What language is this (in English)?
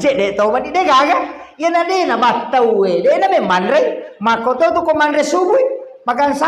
Buginese